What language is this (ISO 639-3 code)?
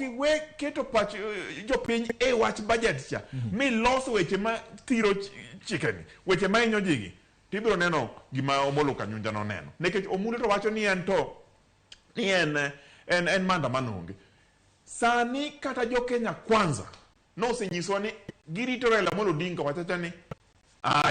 luo